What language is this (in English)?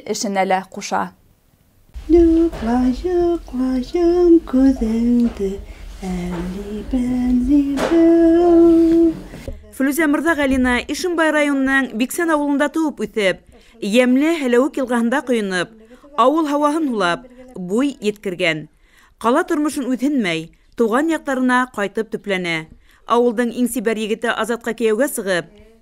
Bashkir